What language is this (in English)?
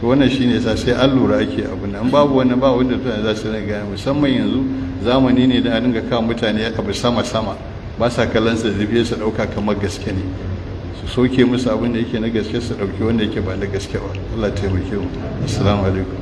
Hausa